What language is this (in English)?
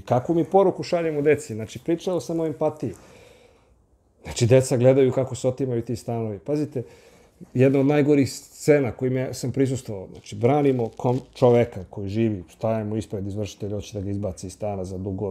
Serbian